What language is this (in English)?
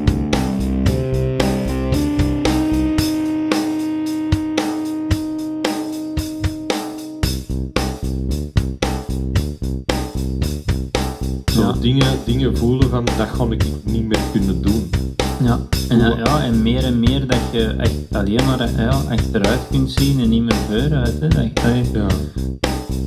Dutch